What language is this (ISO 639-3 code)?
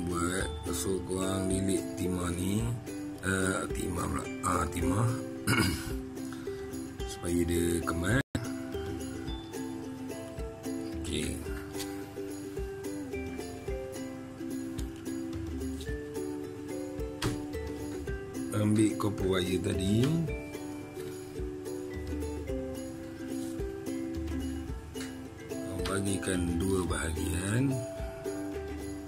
msa